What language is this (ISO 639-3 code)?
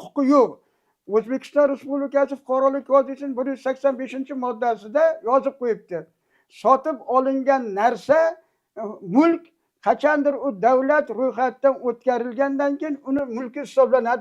uzb